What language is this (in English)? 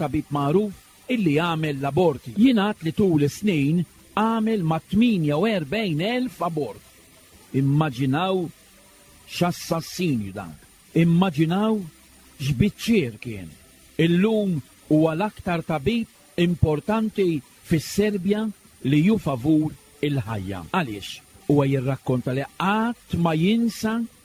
Maltese